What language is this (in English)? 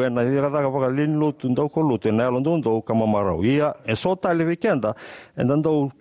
Fijian